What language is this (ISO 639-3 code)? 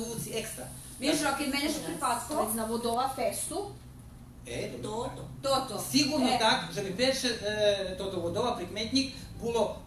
rue